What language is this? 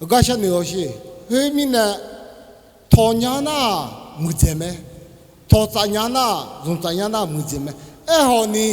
Akha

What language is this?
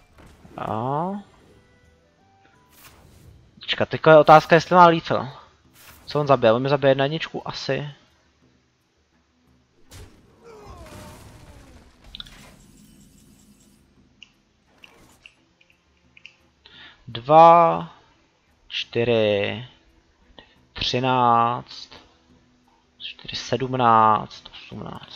Czech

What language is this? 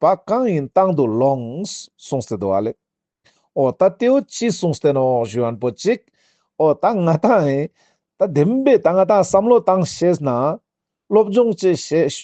Ladakhi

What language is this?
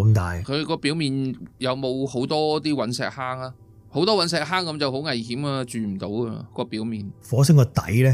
Cantonese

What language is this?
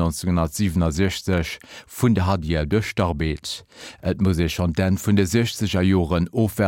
Luxembourgish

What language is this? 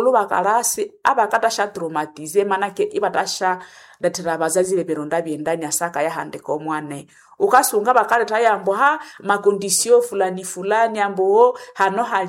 Nande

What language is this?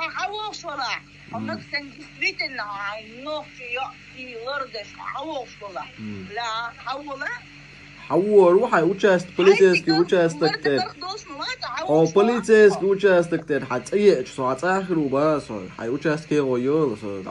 Chechen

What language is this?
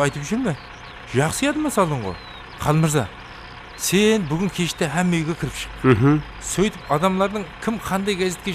Kara-Kalpak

